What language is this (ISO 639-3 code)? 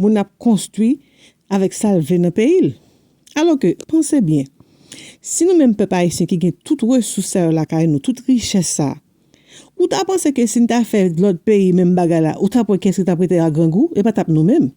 hat